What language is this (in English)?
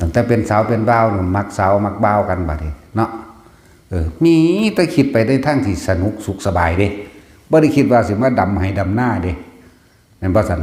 Northeastern Thai